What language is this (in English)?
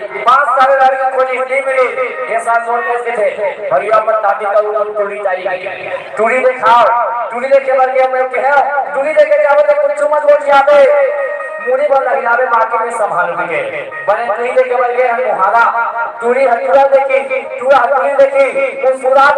Chhattisgarhi